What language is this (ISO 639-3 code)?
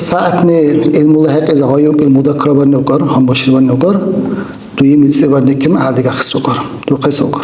dar